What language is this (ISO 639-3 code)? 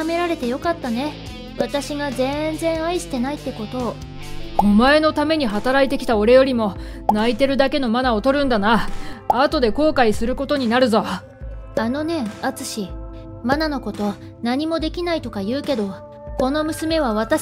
jpn